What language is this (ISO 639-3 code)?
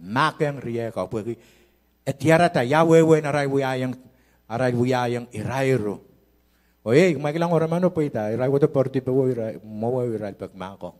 pon